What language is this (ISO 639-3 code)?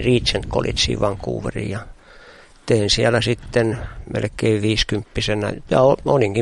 fin